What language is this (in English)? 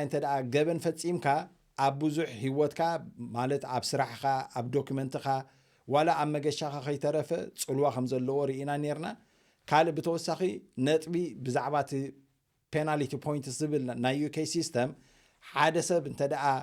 Tigrinya